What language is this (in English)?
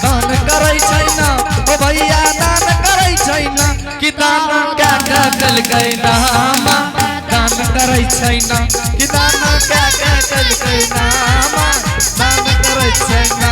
Angika